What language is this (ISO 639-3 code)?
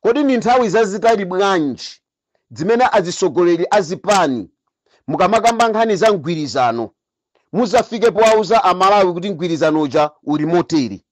nya